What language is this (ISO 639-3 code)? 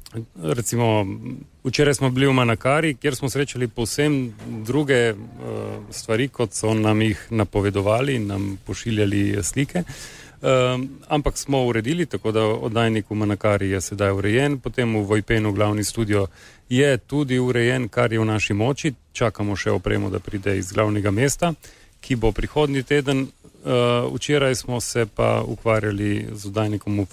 slv